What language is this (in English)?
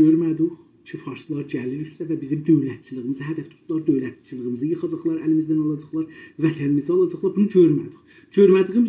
South Azerbaijani